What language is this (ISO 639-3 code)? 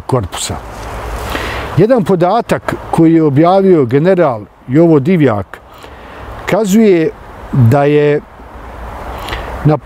bos